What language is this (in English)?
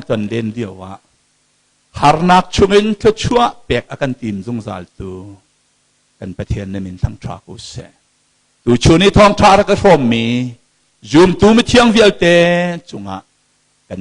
Hakha Chin